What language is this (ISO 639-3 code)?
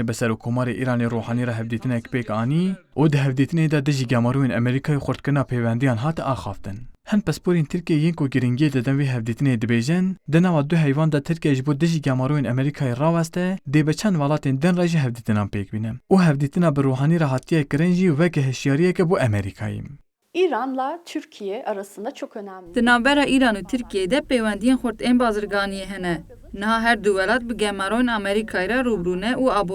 kur